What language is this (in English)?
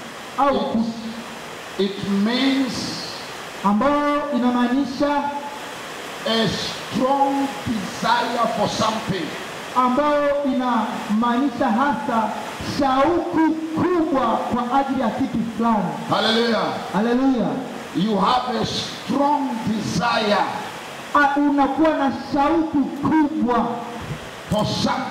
Swahili